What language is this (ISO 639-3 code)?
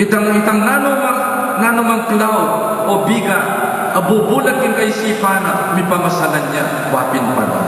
pam